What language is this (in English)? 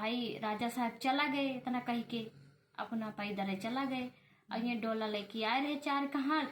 Awadhi